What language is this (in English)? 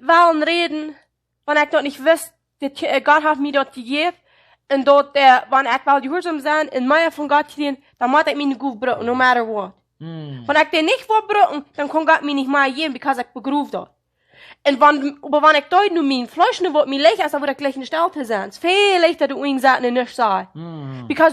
Plautdietsch